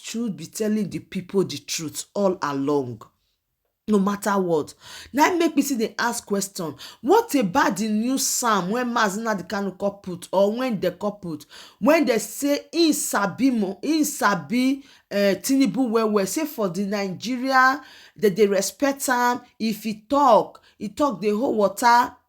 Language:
Nigerian Pidgin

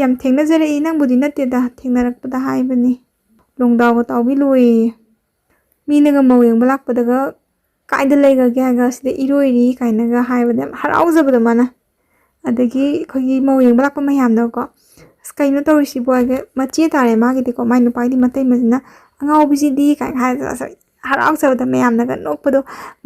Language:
Manipuri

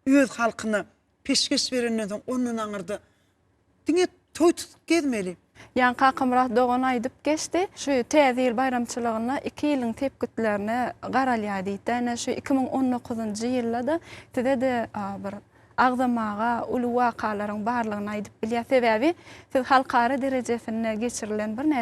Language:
Turkmen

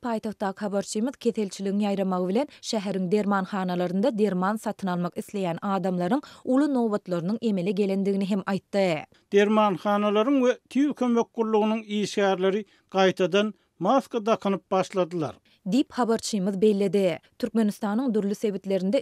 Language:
Turkmen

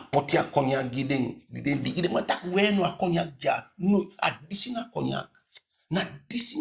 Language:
Eastern Maroon Creole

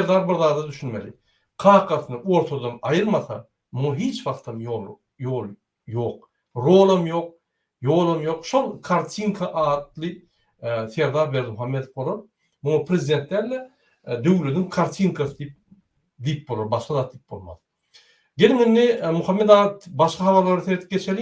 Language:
Turkmen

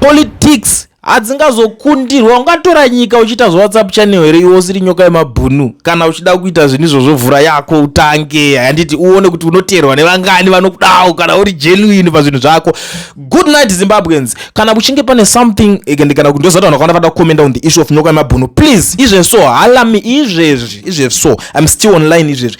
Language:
Shona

